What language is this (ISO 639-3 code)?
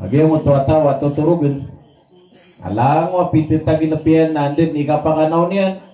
mrw